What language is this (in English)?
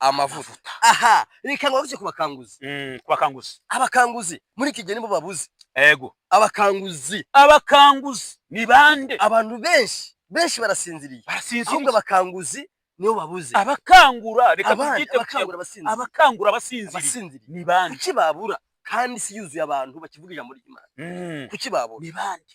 Kinyarwanda